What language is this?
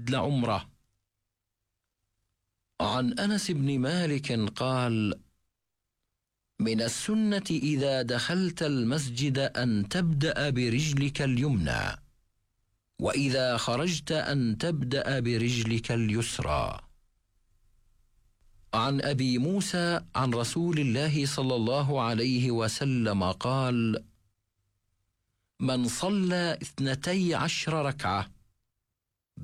Arabic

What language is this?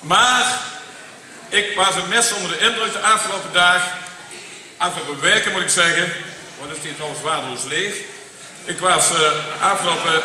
Limburgish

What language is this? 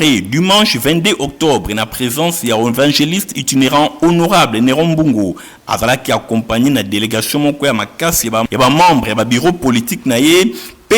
Lingala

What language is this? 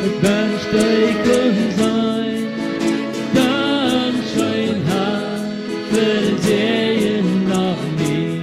Plautdietsch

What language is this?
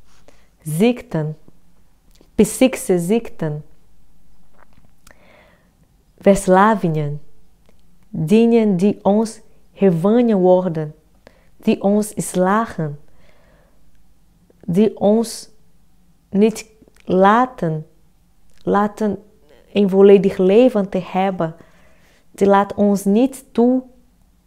Dutch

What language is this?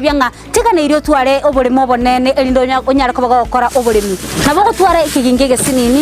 Gusii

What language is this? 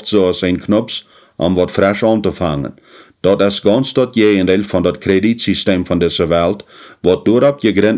Plautdietsch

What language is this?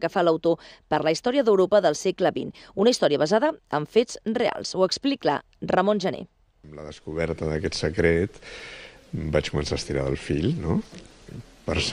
Catalan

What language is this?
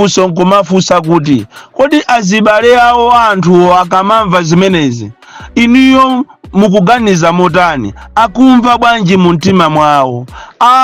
Nyanja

